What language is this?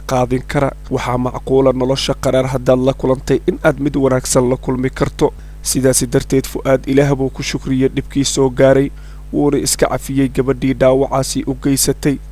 Somali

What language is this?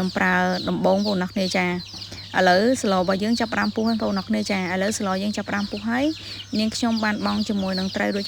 Khmer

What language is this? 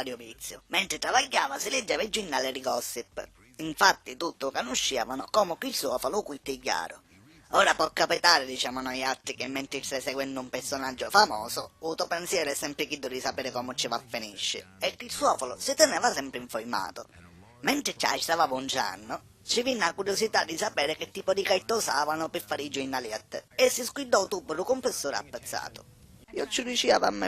Sicilian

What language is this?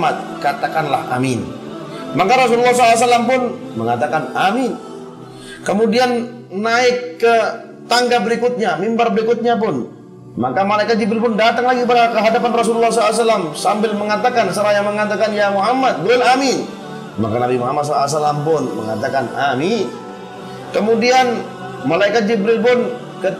Indonesian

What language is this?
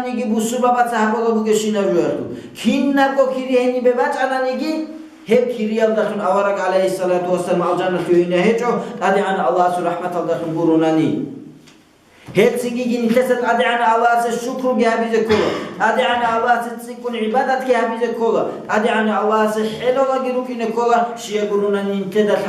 Avaric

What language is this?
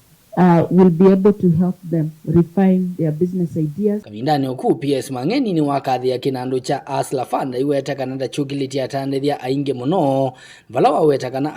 Kamba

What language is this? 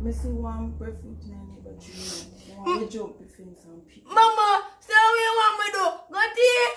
Jamaican Creole English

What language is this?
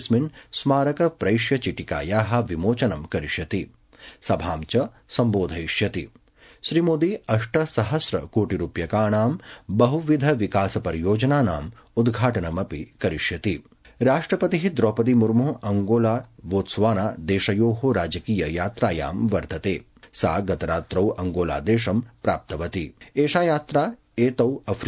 Sanskrit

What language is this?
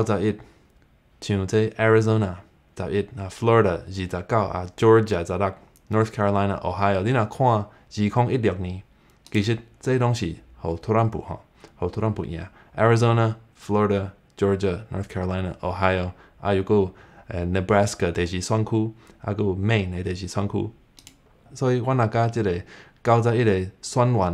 Min Nan Chinese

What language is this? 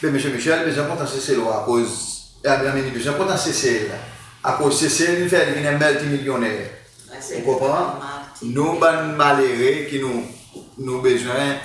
Seselwa Creole French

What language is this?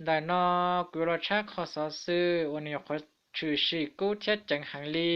Hmong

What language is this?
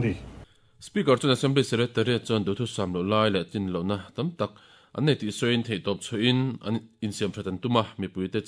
Mizo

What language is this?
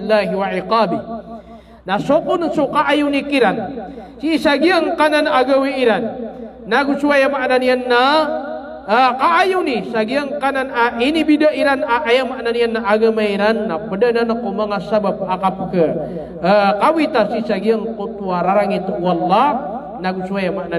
Maranao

